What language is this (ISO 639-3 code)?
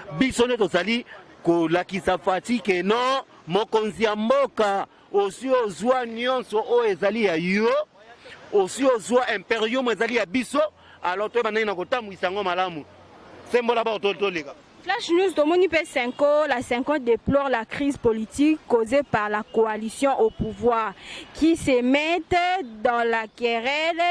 lin